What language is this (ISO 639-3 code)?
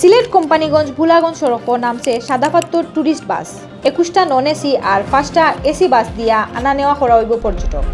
syl